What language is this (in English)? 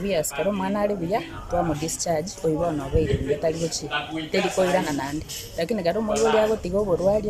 Gusii